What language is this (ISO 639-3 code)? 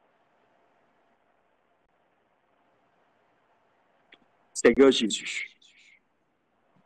fra